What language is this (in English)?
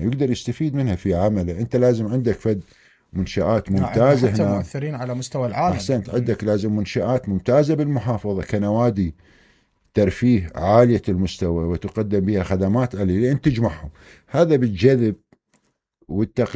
Mesopotamian Arabic